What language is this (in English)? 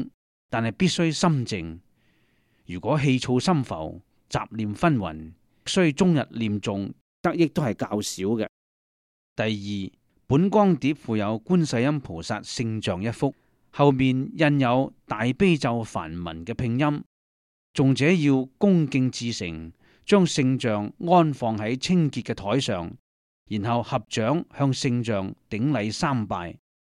Cantonese